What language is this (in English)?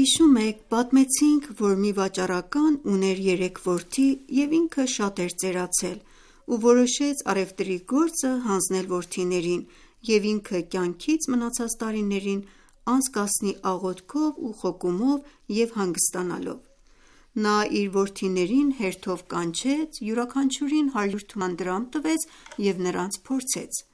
Armenian